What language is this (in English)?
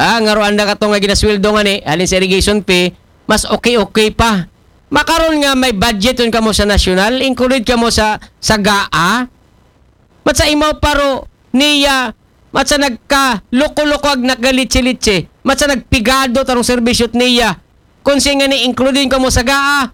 Aklanon